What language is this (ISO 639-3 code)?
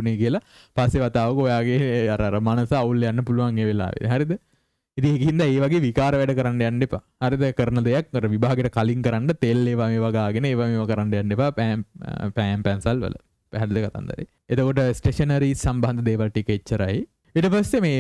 sin